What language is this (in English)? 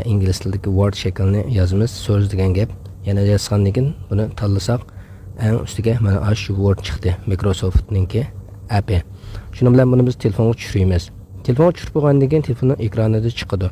Uyghur